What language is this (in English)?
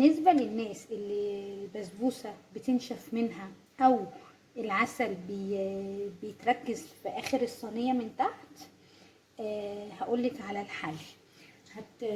Egyptian Arabic